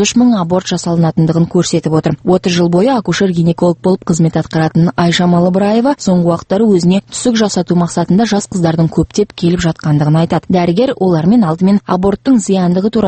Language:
Kazakh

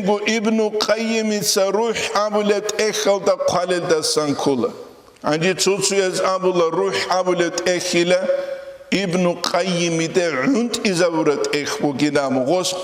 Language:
Avaric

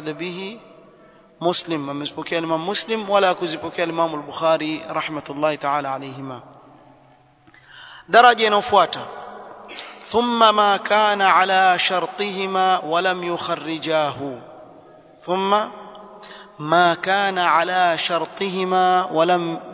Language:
Swahili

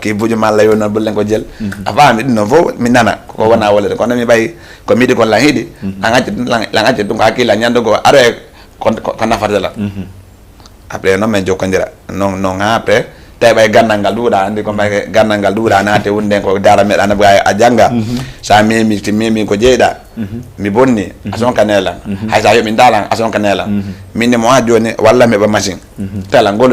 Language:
Fula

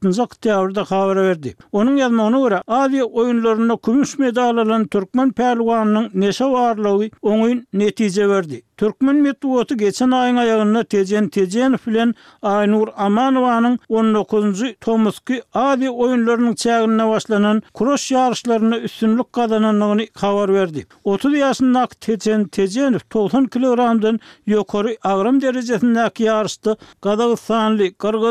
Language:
Turkmen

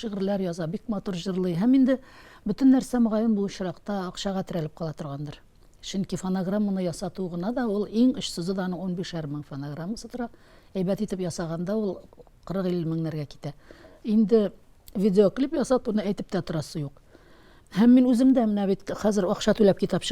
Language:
Tatar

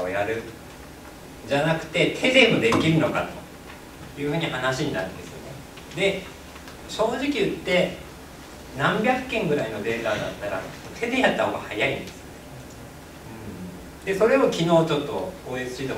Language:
Japanese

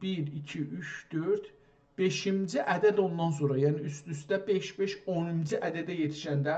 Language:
South Azerbaijani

